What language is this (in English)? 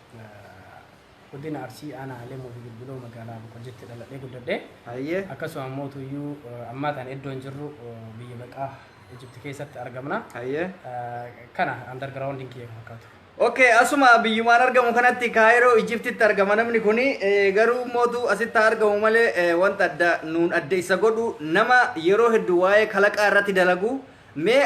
Oromo